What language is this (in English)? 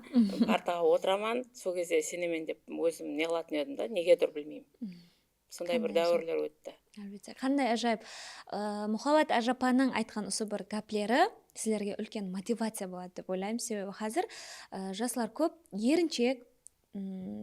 Kara-Kalpak